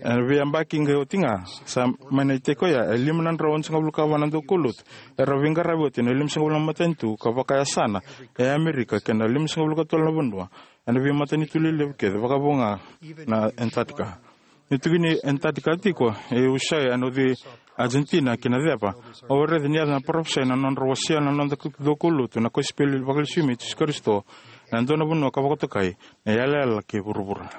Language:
Fijian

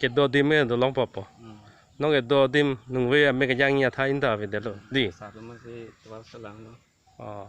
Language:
Karbi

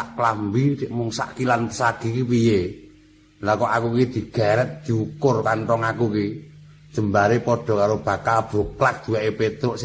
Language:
Javanese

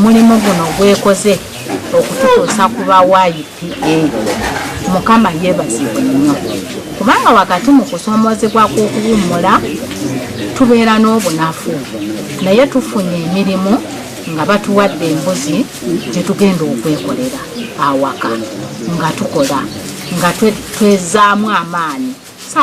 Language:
Ganda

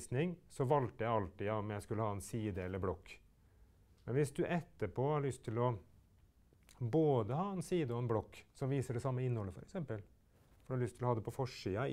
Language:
Norwegian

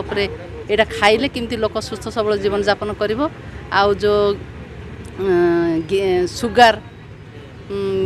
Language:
Odia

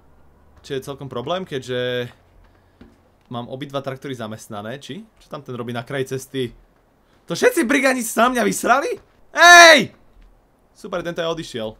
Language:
Slovak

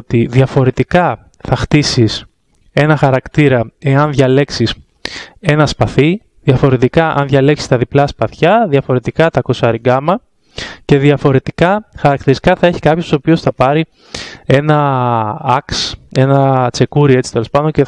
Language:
Greek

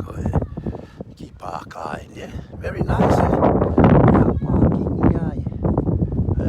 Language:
Tongan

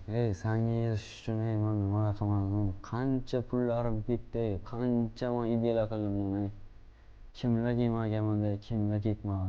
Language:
Uzbek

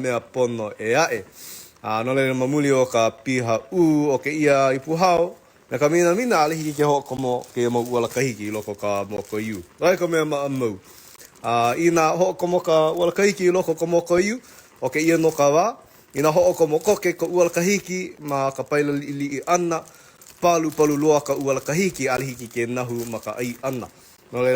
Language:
Hawaiian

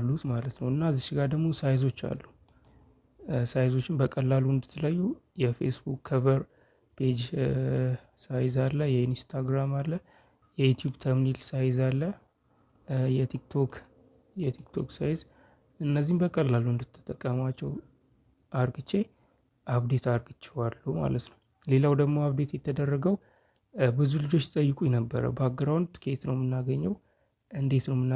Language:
Amharic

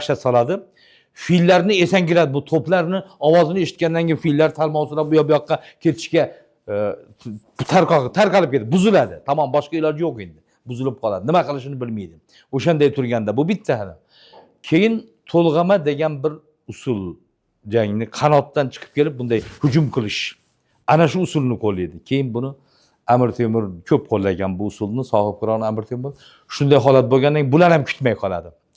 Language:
Uzbek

